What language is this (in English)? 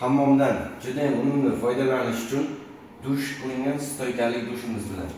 Uzbek